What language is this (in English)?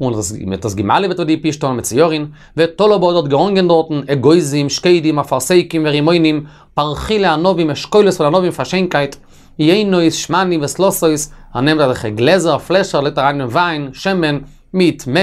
Yiddish